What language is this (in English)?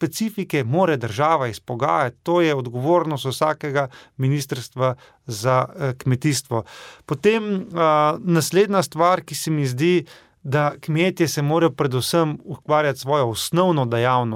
Slovenian